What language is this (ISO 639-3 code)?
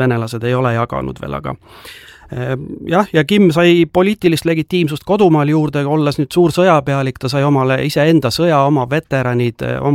est